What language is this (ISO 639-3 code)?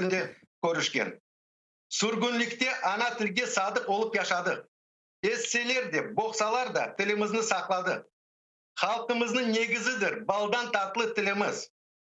crh